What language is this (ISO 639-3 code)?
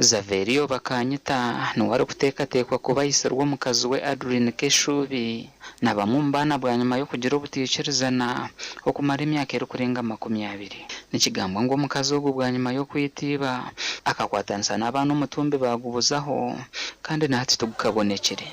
nyn